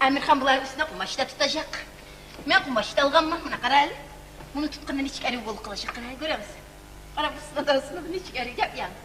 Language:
Kumyk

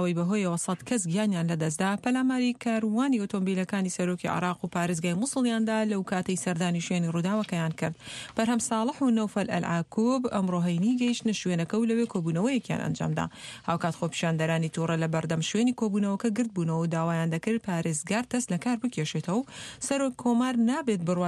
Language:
Central Kurdish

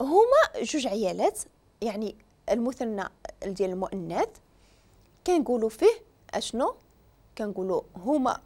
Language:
Moroccan Arabic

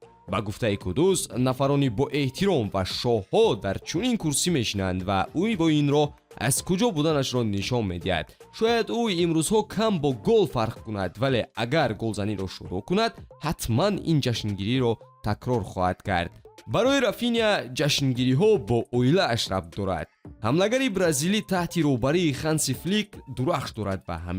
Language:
Tajik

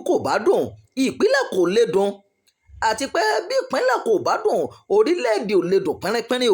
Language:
Yoruba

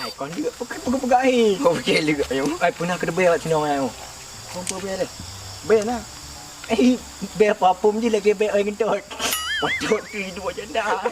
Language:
Achinese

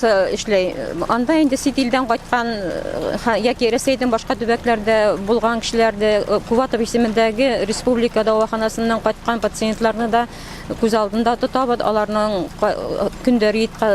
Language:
Bashkir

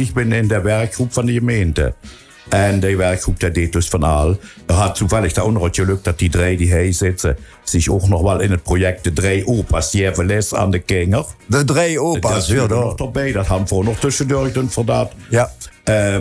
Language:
Limburgish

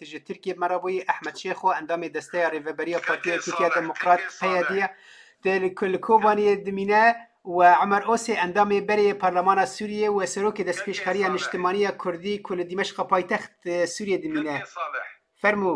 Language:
Kurdish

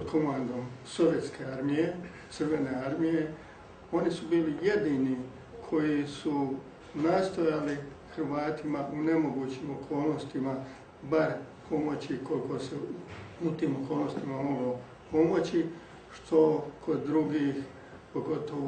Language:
Croatian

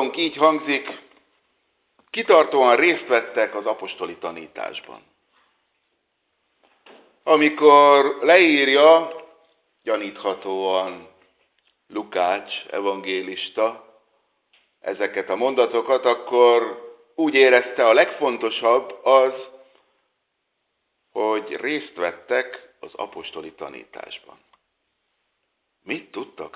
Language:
Hungarian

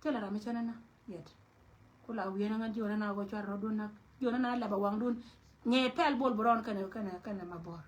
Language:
Nuer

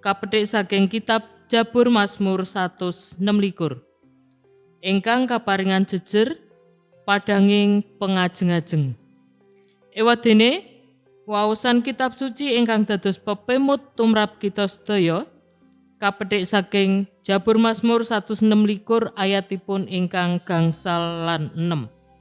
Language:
Javanese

